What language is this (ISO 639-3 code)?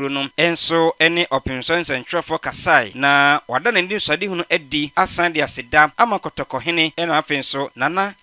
aka